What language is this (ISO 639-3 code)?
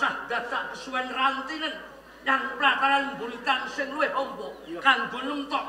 jav